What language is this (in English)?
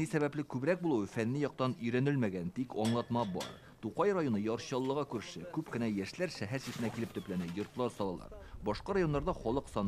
Tatar